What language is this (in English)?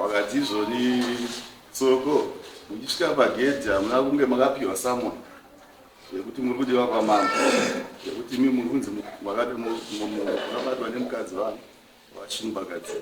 Shona